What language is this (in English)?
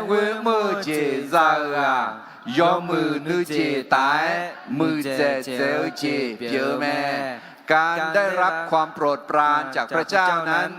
Akha